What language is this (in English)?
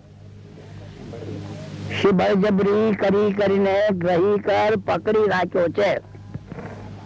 Gujarati